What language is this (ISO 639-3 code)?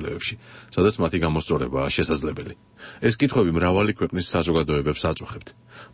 kat